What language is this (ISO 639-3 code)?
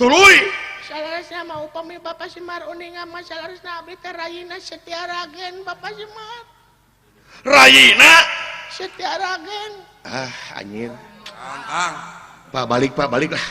sun